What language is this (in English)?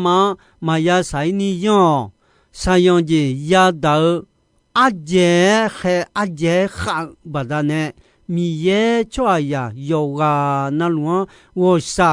Akha